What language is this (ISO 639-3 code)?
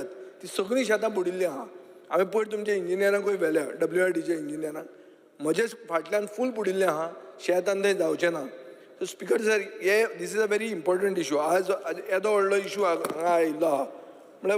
kok